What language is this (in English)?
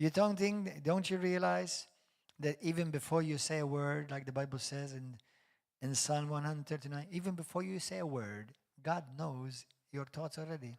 English